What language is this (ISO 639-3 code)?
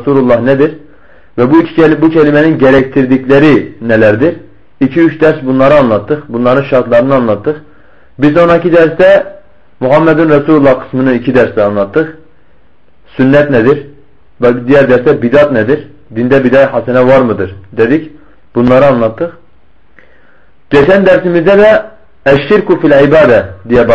tur